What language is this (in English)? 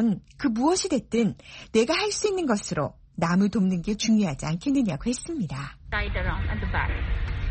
Korean